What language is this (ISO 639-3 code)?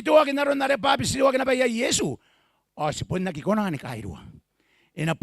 gil